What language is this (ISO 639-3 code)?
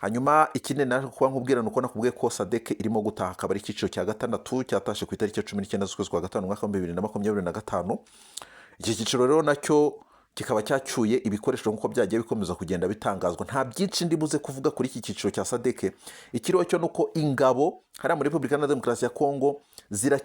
kin